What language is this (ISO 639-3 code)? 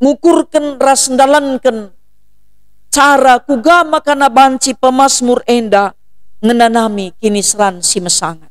btx